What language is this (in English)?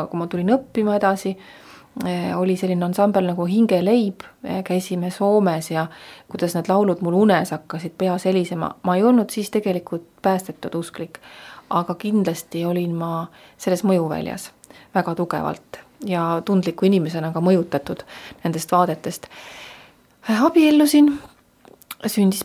Estonian